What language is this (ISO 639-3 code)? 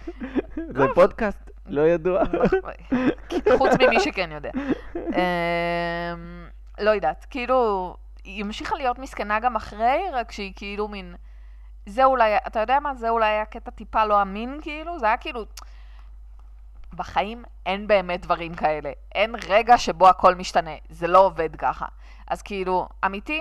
heb